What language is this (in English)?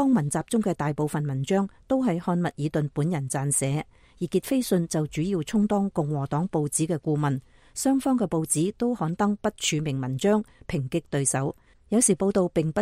Cantonese